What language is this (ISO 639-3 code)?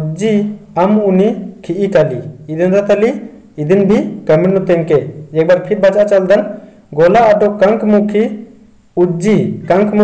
kru